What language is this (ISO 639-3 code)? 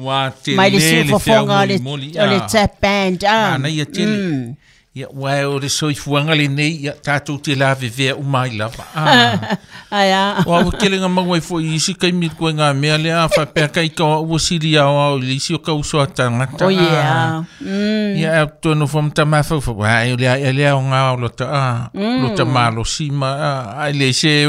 smo